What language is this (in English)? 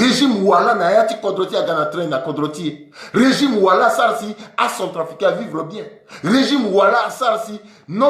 Sango